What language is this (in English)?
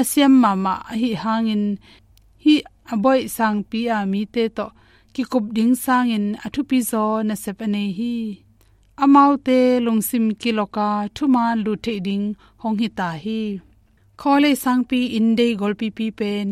Tedim Chin